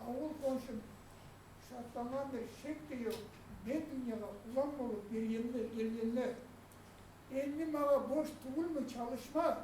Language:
Kumyk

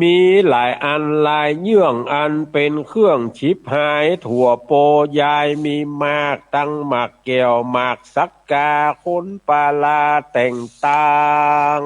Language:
Northern Thai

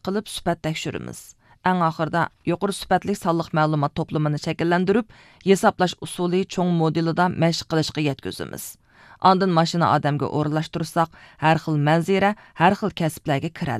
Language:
Uyghur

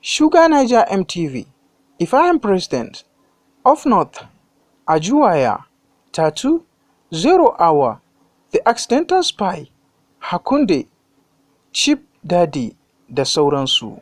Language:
Hausa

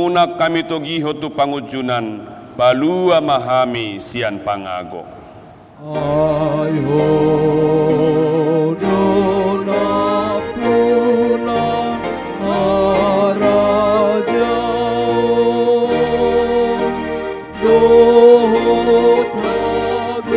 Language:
Batak Toba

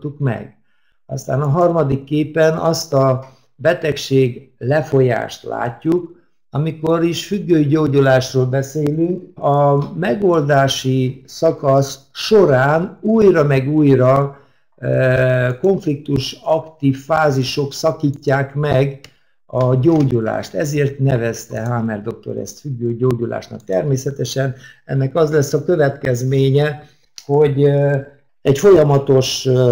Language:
Hungarian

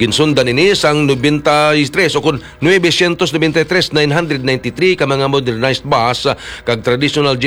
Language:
Hiligaynon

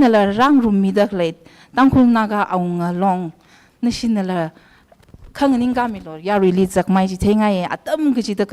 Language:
Tangkhul Naga (India)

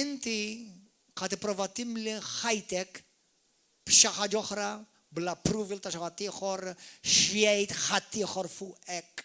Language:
Maltese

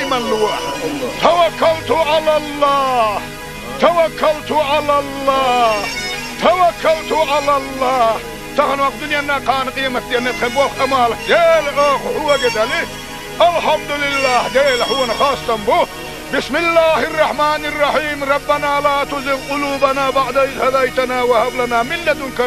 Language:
Chechen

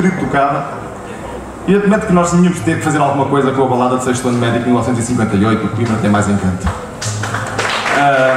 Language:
Portuguese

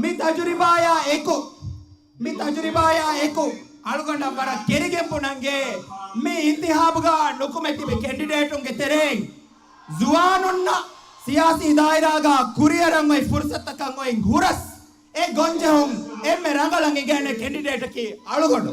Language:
Divehi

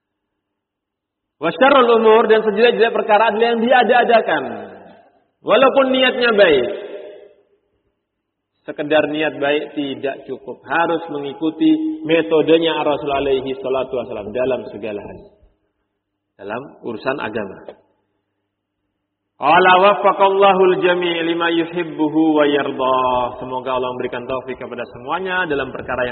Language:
Indonesian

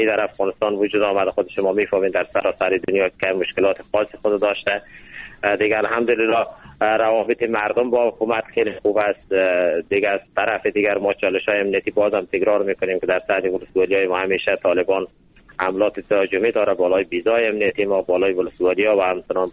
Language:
Persian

